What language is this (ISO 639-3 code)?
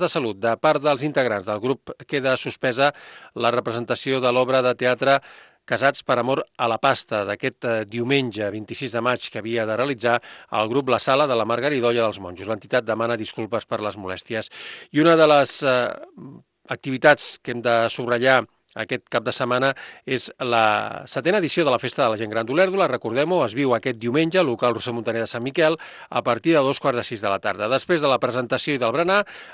cat